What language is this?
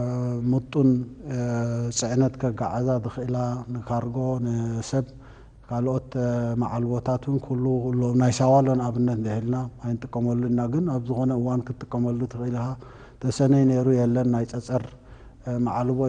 Tigrinya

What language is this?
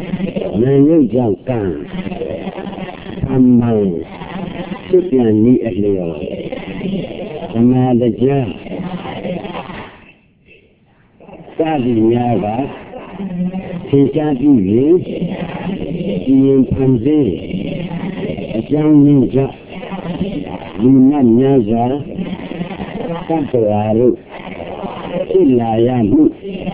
Burmese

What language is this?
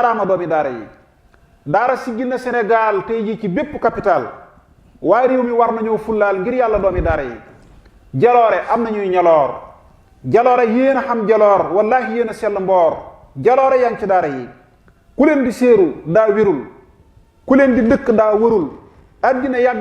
Wolof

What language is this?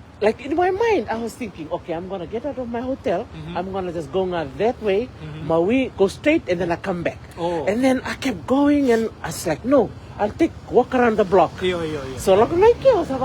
Fijian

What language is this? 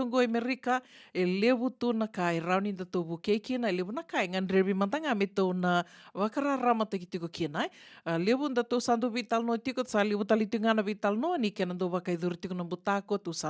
Fijian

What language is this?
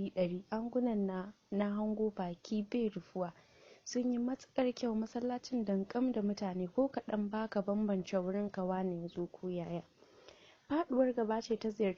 Hausa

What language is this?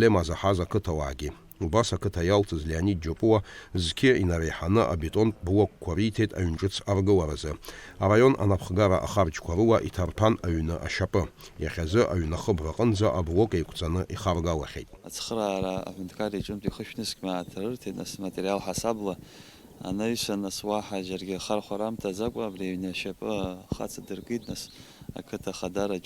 Abkhazian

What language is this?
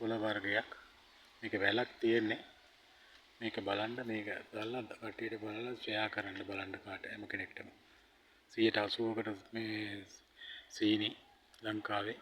Sinhala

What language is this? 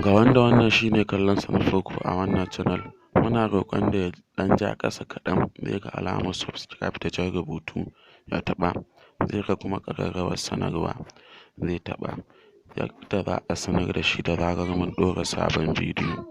Hausa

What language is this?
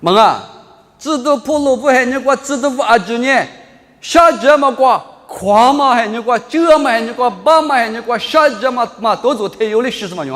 Lisu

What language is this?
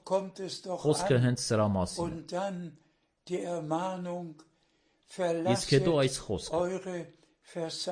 Armenian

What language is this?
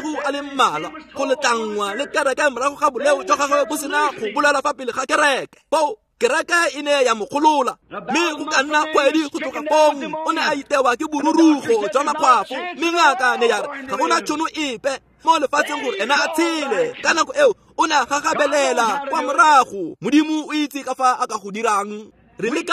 Tswana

